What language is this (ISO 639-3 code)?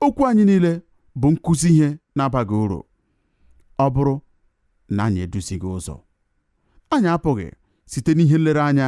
ibo